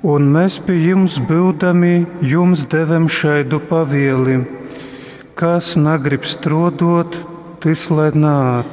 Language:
Latgalian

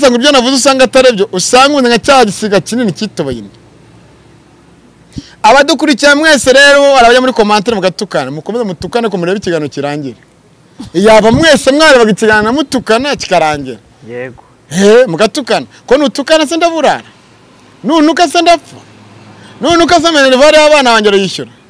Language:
Kinyarwanda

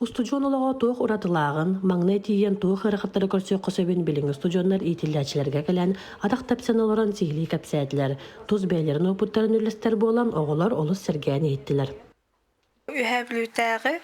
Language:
Yakut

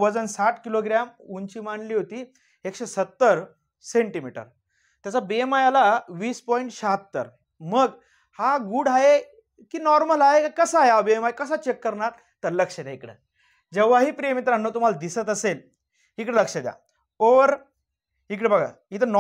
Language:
Marathi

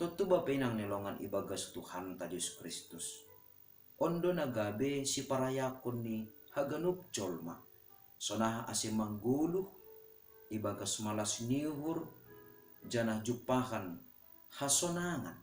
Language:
Batak Simalungun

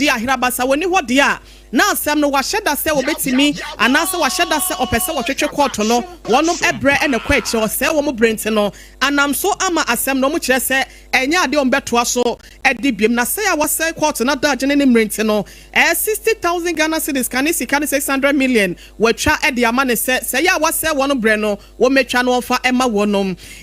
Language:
Akan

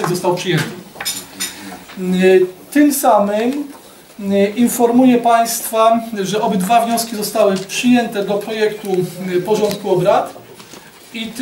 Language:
Polish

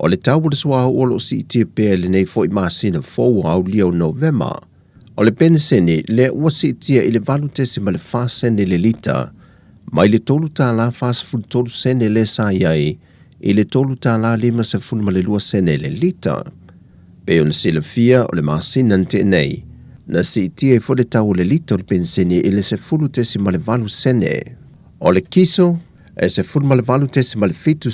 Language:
Samoan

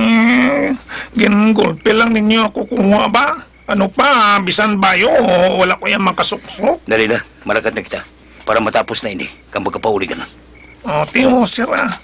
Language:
Hiligaynon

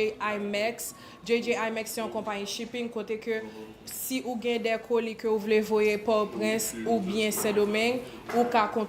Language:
Haitian Creole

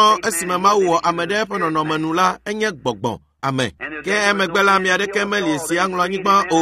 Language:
Ewe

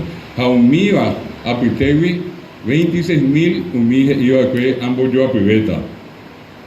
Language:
Guarani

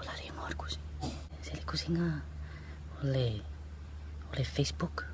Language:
Samoan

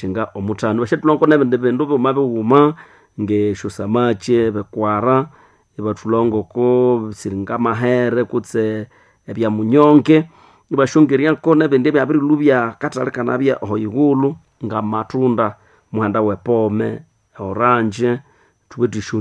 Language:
Nande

